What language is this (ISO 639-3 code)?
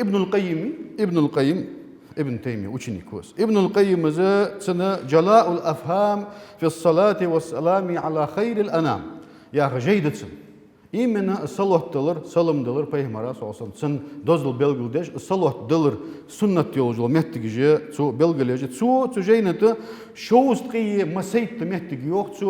inh